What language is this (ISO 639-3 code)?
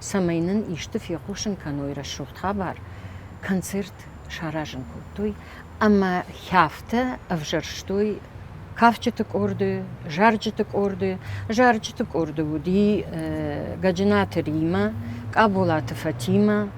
oss